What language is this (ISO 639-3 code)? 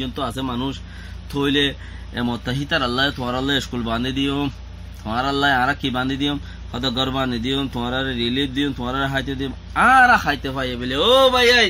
rhg